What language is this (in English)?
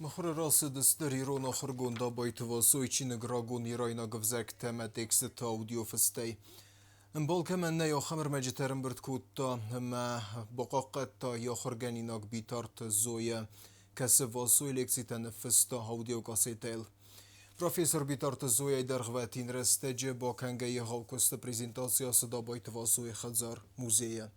Ossetic